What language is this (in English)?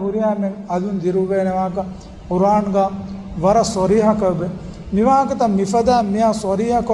Divehi